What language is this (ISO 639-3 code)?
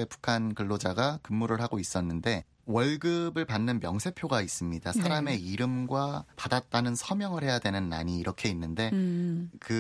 kor